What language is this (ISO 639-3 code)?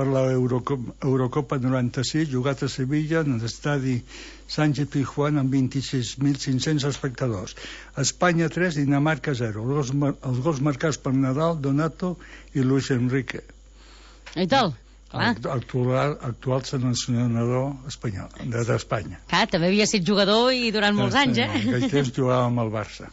cat